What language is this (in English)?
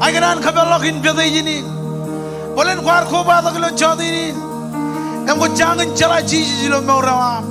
Marshallese